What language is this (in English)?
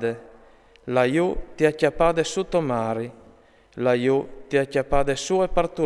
Friulian